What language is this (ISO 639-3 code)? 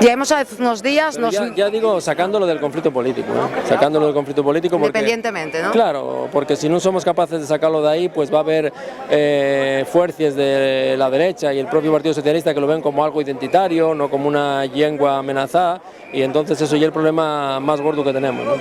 ast